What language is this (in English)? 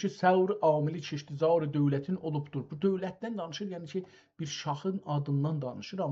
South Azerbaijani